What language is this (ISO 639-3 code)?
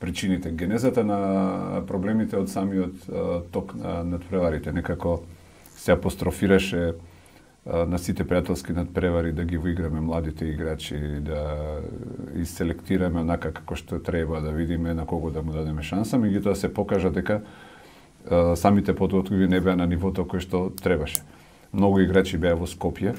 mkd